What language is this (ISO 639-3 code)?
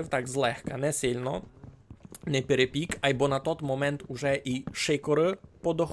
rue